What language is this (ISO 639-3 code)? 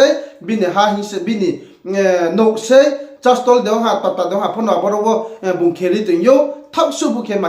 ria